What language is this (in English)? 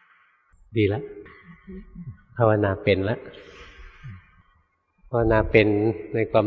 Thai